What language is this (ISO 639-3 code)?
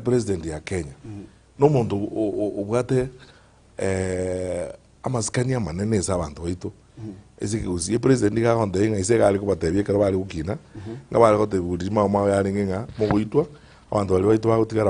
guz